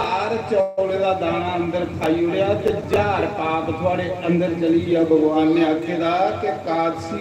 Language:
Dogri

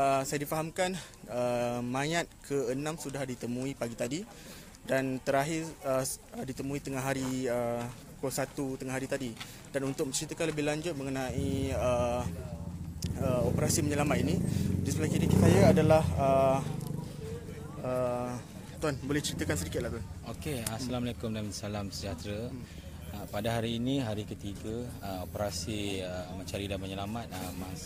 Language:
Malay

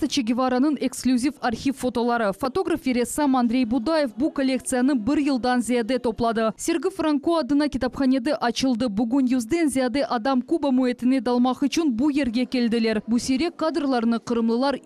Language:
Crimean Tatar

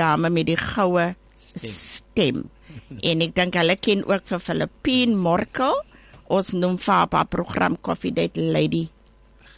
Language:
Afrikaans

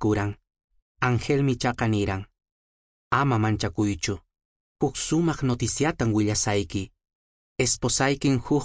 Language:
Quechua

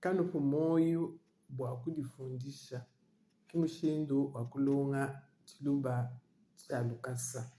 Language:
Luba-Lulua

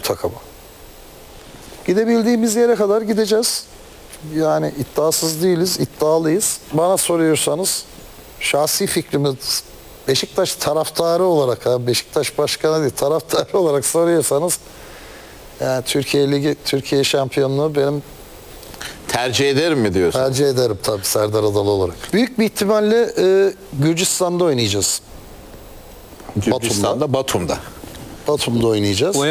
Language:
Turkish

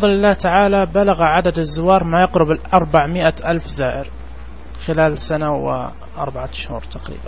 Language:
Najdi Arabic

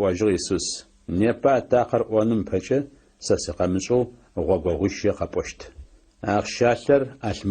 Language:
Adyghe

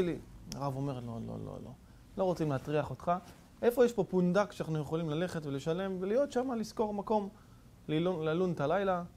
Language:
Hebrew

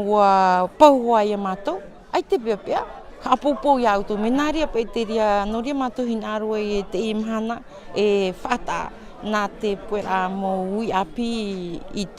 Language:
Tahitian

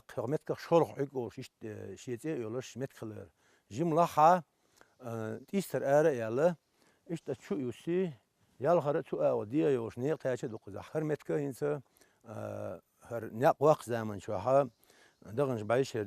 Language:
Chechen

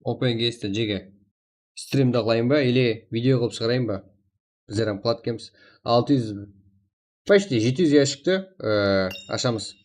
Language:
Kara-Kalpak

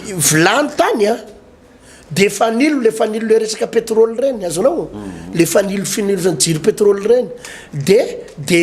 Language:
Malagasy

